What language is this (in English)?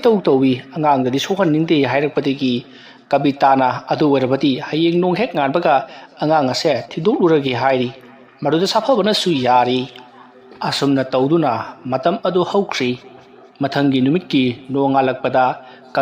Manipuri